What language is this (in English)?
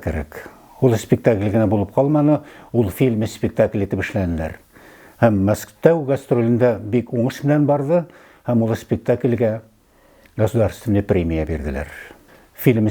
Bashkir